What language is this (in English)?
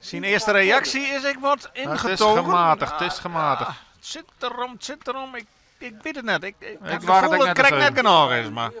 Western Frisian